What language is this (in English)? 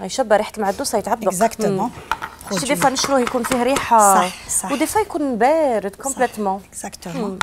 Algerian Arabic